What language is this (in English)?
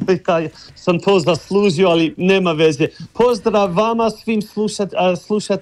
Croatian